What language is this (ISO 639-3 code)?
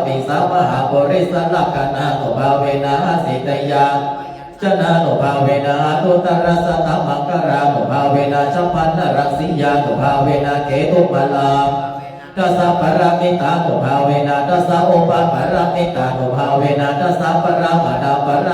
pli